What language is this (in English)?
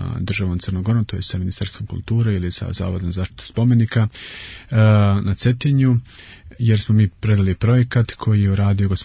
Serbian